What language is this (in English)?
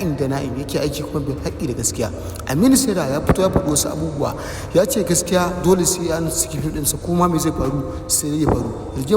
Hausa